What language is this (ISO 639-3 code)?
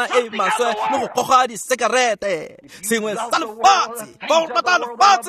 tsn